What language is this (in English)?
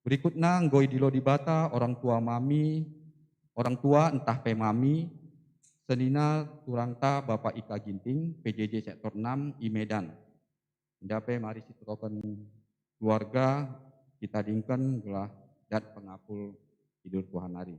Batak Karo